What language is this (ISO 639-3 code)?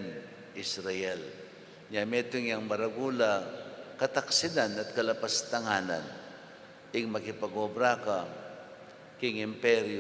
pam